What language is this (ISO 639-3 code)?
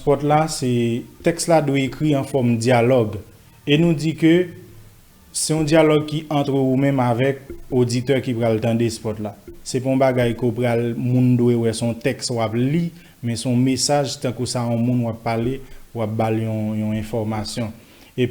hat